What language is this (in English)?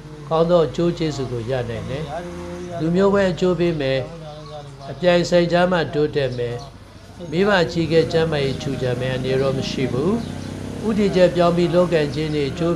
Burmese